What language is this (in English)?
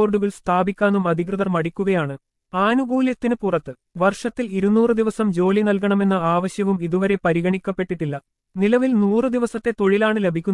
Malayalam